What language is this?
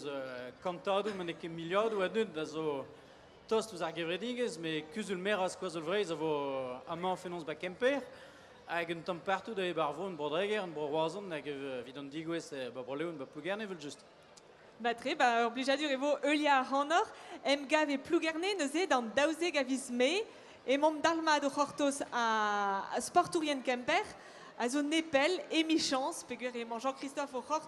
Breton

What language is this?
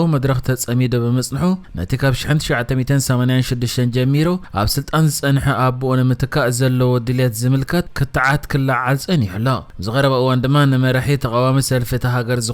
Tigrinya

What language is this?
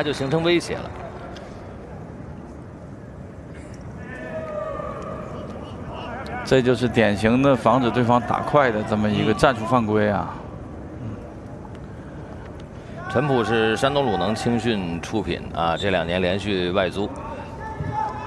Chinese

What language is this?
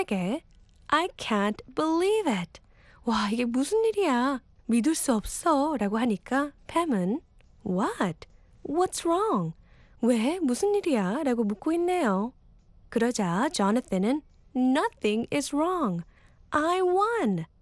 Korean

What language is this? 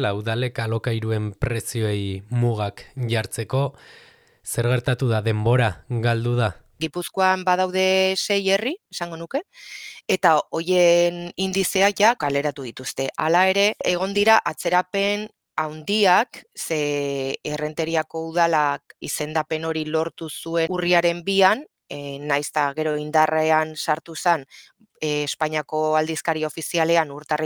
Basque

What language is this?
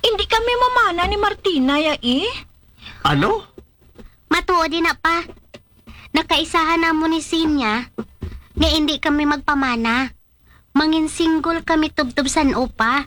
Hiligaynon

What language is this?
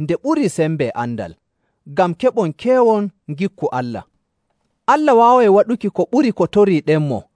Nigerian Fulfulde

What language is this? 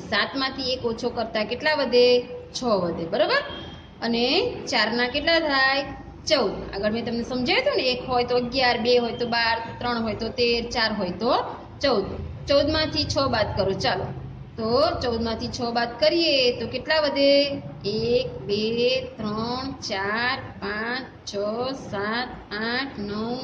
Gujarati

